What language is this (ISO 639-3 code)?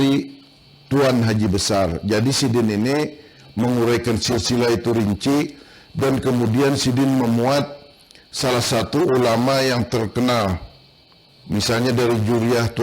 bjn